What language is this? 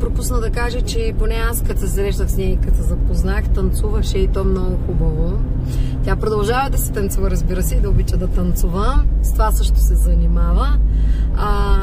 Bulgarian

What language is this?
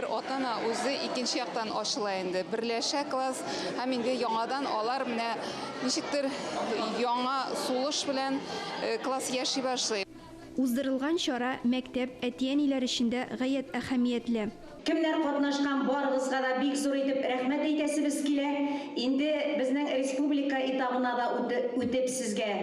Tatar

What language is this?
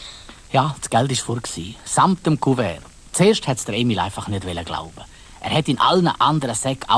Swiss German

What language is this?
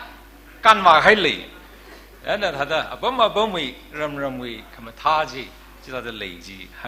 Tangkhul Naga (India)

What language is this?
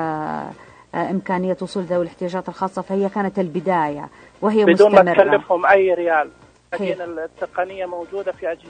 Najdi Arabic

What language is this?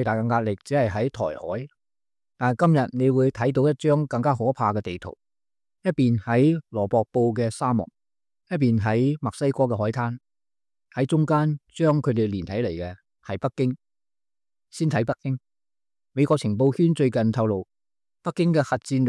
Cantonese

